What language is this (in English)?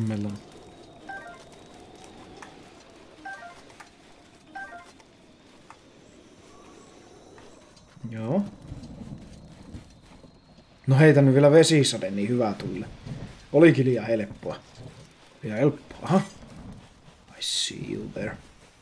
Finnish